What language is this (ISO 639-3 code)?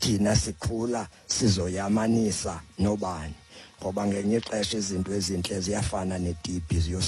xho